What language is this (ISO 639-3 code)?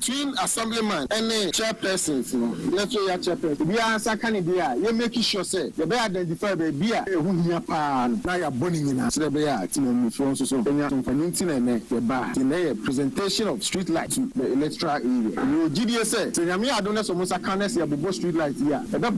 aka